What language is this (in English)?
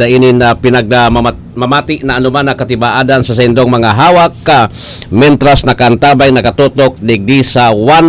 Bikol